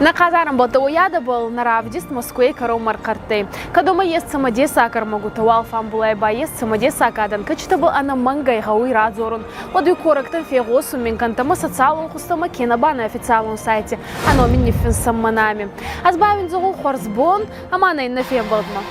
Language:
Ossetic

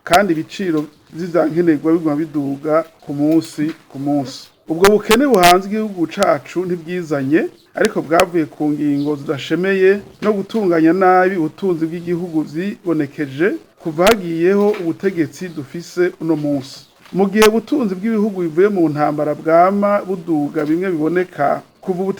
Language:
Rundi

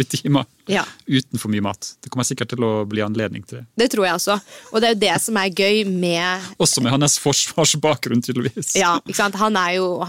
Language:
Norwegian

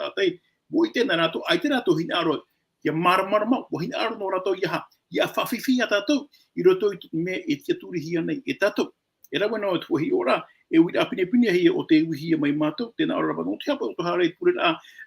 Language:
Tahitian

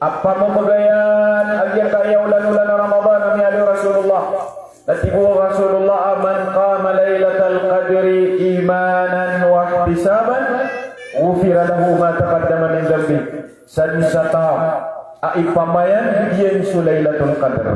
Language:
Maranao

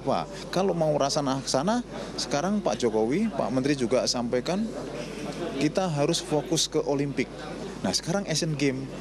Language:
Indonesian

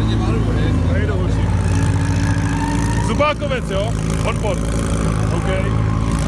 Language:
Czech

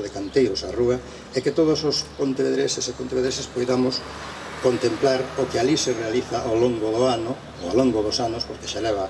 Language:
Galician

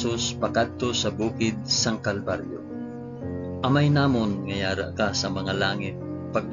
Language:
Hiligaynon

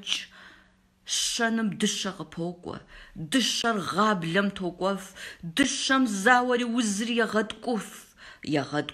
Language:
Kabardian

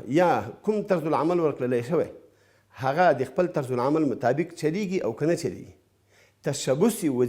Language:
Pashto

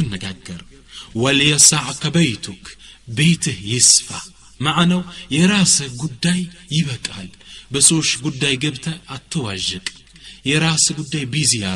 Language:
Amharic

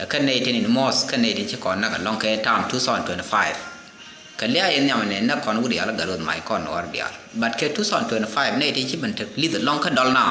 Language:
Nuer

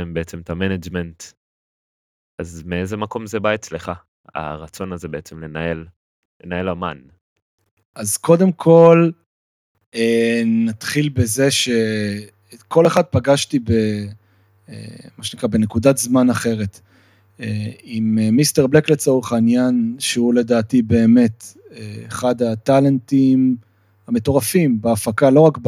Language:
Hebrew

